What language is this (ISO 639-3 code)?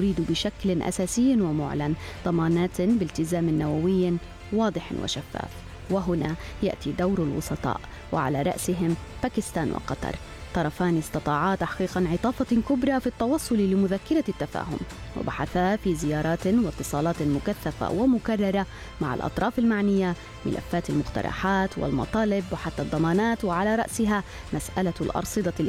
ara